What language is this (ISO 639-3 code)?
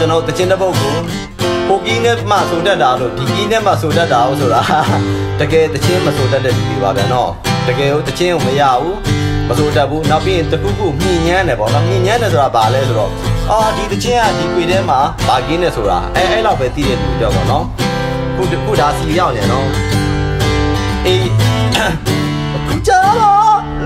mya